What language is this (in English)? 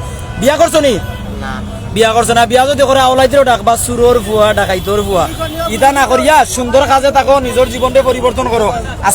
Sylheti